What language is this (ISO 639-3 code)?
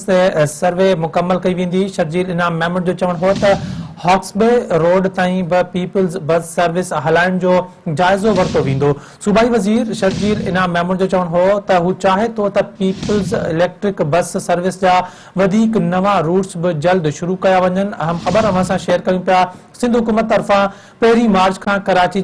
snd